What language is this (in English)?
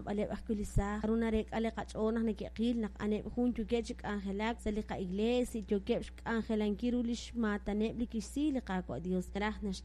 Kekchí